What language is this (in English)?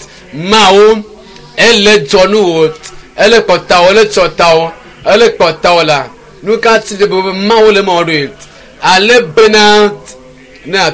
Ewe